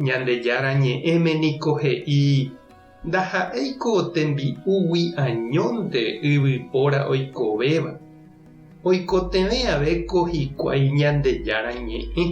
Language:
Guarani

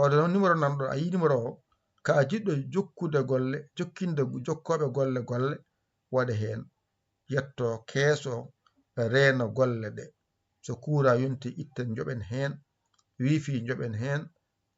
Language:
Fula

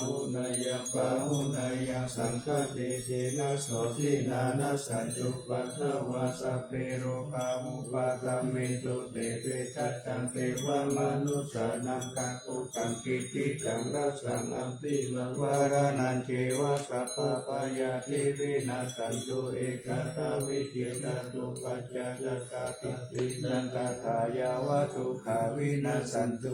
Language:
Pali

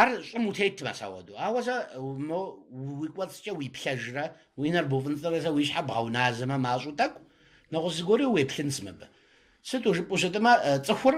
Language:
Kabardian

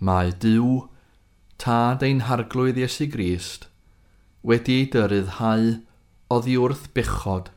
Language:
Welsh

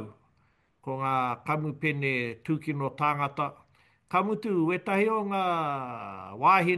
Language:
Māori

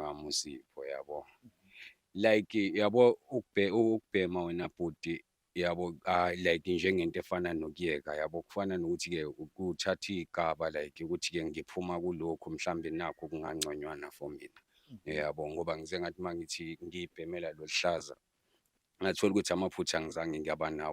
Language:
Zulu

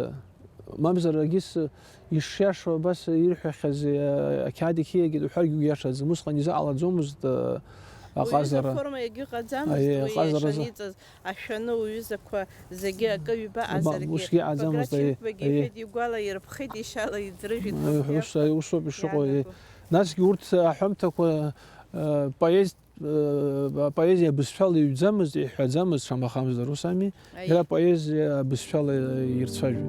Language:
Abkhazian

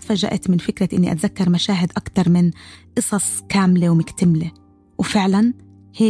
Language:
North Levantine Arabic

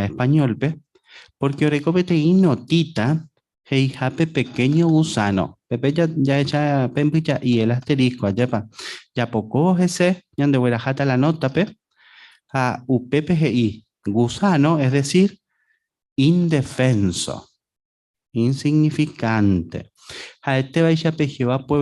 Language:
Guarani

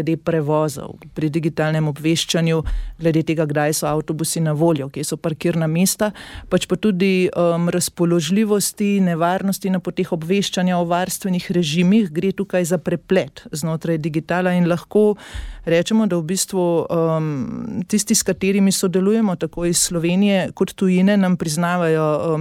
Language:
Slovenian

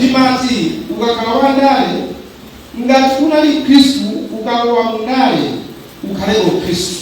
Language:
Nyanja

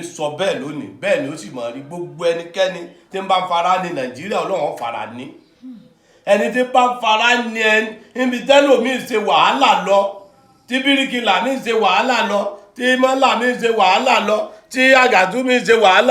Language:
Yoruba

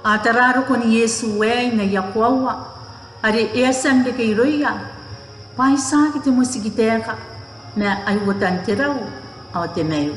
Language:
Gilbertese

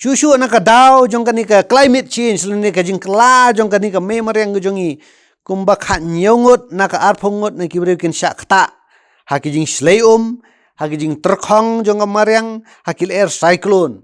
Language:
Khasi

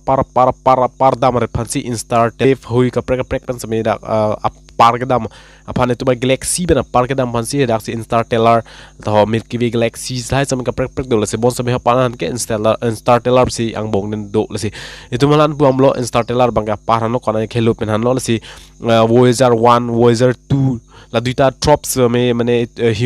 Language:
Karbi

